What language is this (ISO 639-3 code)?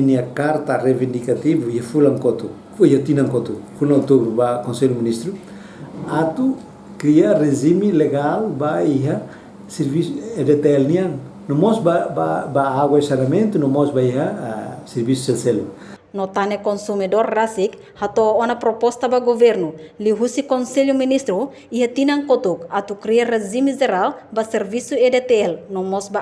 tet